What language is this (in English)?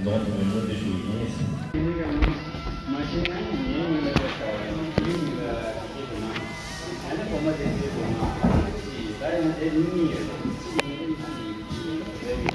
Tibetan